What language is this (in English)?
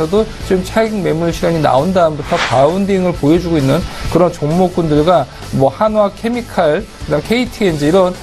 Korean